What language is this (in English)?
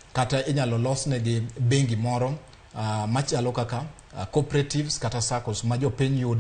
Luo (Kenya and Tanzania)